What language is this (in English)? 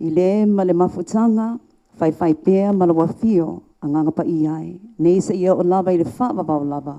Samoan